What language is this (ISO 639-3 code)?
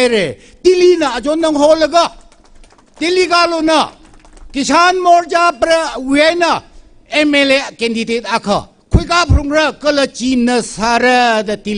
nmf